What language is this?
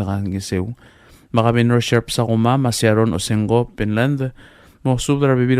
Palauan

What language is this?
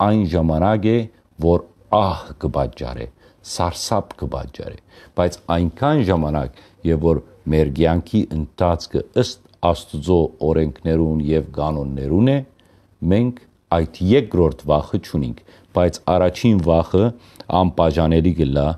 Western Armenian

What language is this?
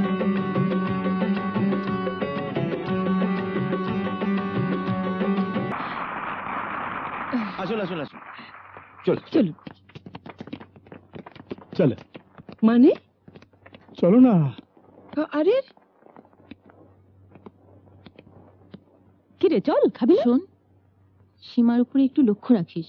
Bangla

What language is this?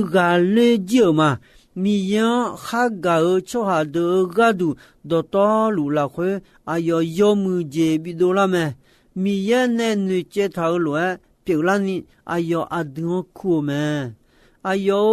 Akha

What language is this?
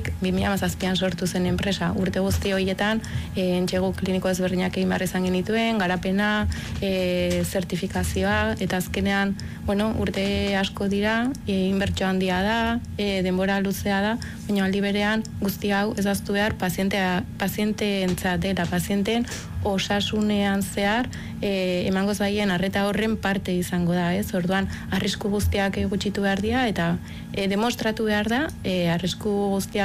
Basque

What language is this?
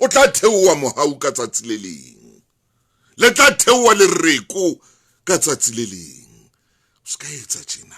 Southern Sotho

